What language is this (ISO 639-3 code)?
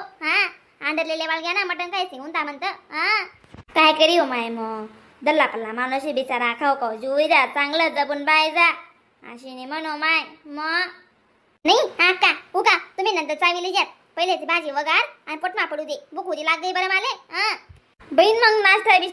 khn